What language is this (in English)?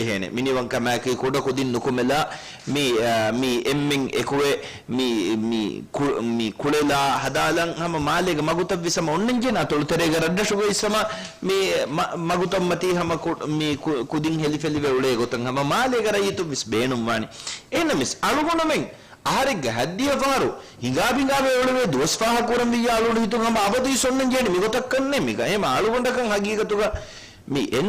Divehi